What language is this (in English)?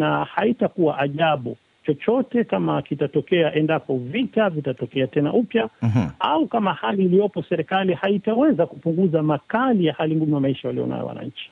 Swahili